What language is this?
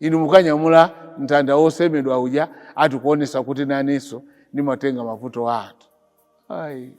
Nyanja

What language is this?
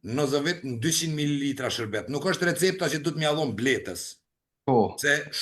Albanian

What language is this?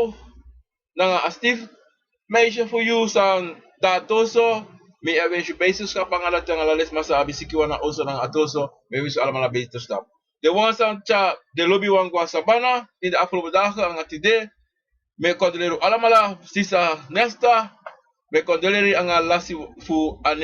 Sranan Tongo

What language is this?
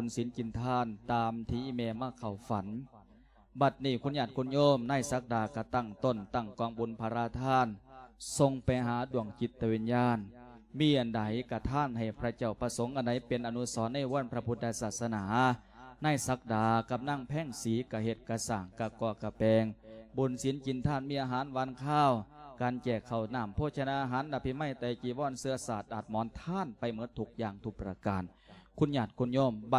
Lao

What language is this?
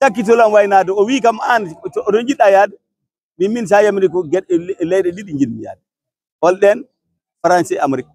Fula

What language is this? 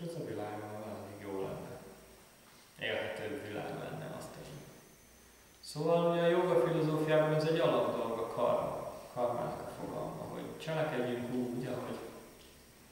Hungarian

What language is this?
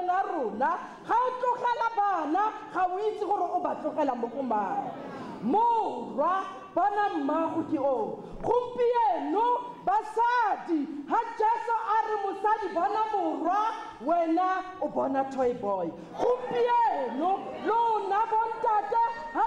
Tswana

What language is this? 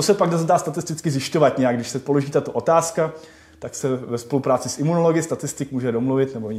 Czech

